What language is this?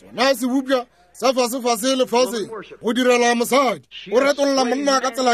Northern Sotho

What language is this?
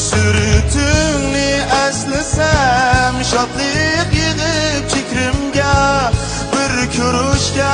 Uyghur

